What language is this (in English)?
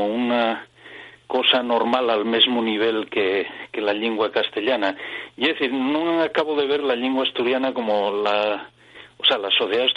Asturian